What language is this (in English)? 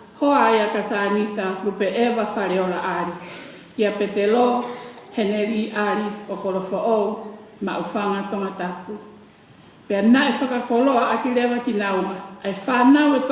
Tongan